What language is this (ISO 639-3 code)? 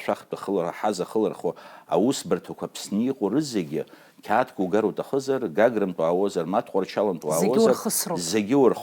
abk